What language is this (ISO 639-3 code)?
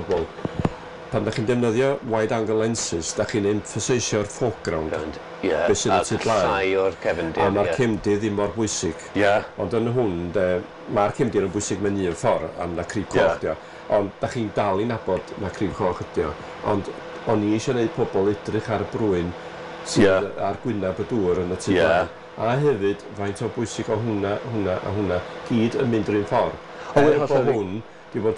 cym